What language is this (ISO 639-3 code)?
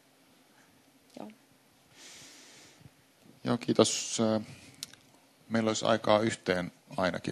fin